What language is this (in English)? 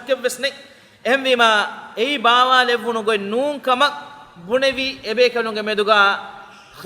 Divehi